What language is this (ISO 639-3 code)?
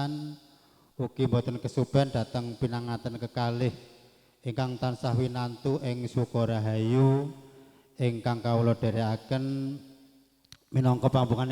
jav